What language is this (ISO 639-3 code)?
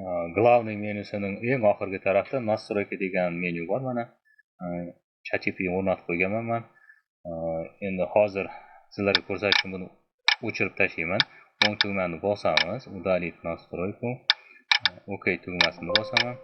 uzb